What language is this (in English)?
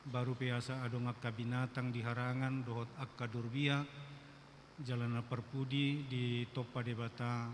Batak Toba